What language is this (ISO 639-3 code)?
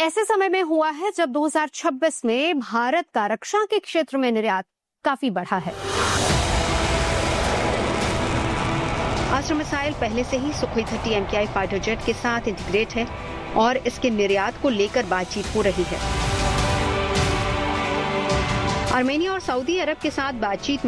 hin